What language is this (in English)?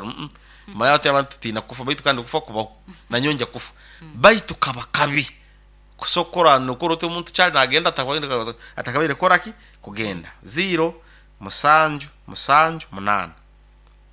Nyoro